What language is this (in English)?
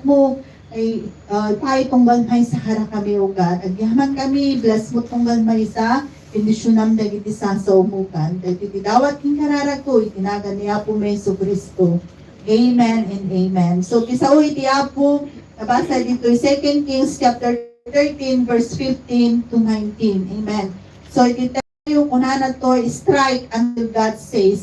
Iloko